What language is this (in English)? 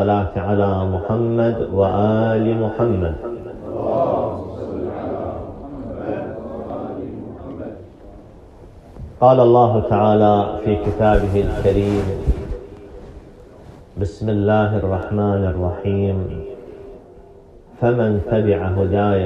Arabic